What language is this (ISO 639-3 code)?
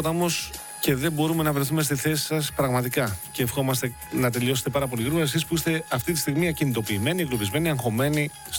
ell